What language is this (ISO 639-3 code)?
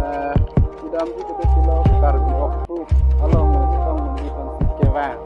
mjw